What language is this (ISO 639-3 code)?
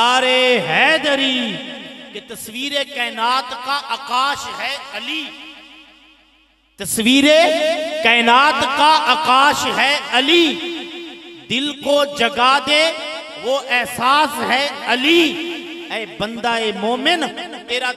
urd